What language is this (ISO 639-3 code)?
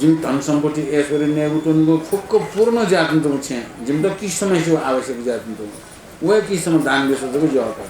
new